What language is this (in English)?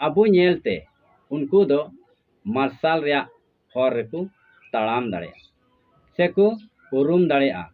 Santali